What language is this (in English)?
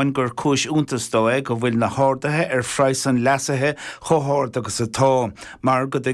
Irish